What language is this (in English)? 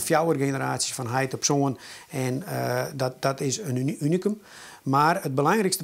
Western Frisian